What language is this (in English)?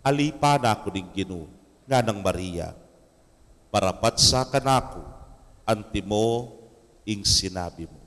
Pampanga